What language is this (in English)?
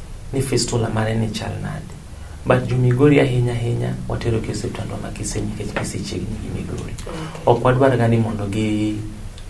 Luo (Kenya and Tanzania)